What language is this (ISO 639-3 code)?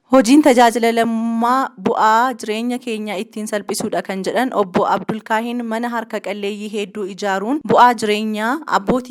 orm